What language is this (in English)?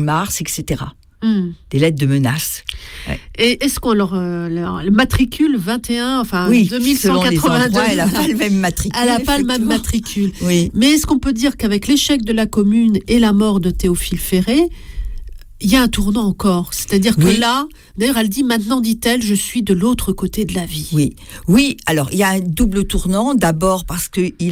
French